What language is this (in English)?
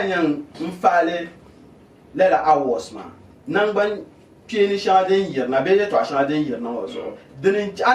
Dagbani